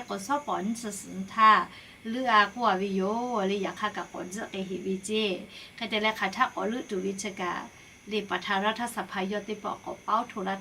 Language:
Lahu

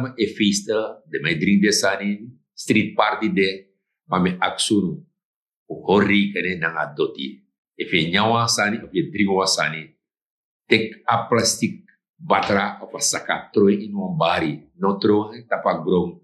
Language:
Sranan Tongo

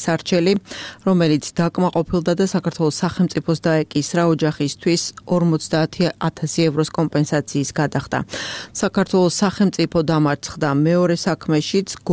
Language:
Georgian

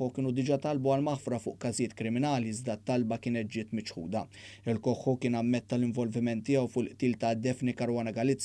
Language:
Maltese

